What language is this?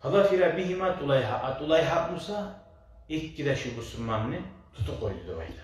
Kumyk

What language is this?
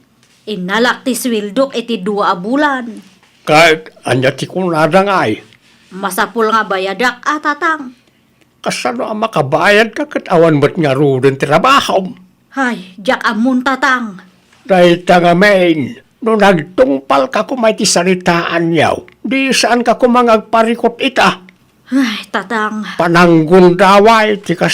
Iloko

